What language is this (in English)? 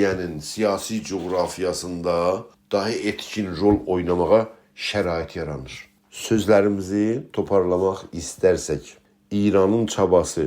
South Azerbaijani